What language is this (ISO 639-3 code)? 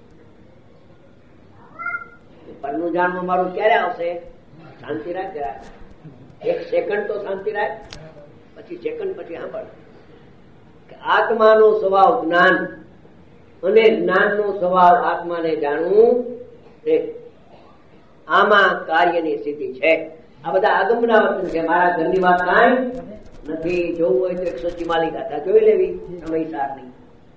guj